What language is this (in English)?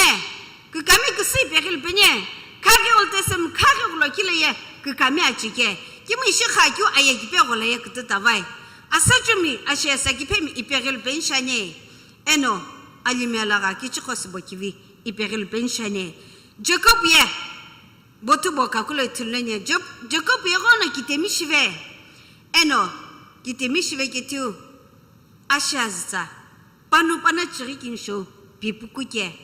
Sumi Naga